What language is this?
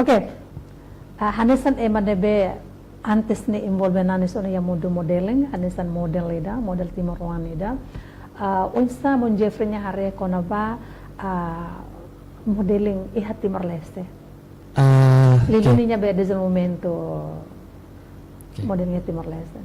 Tetum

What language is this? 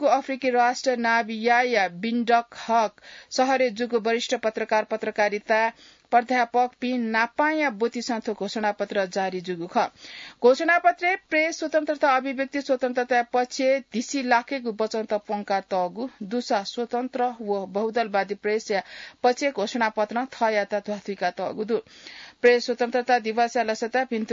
Newari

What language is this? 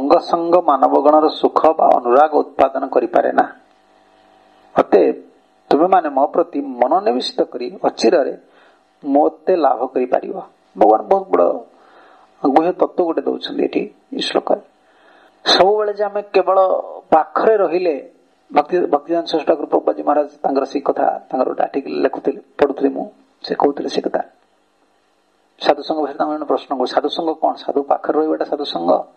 Odia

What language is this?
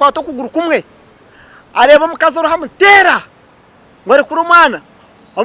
Nyankole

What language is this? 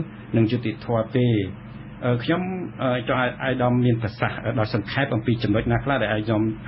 Khmer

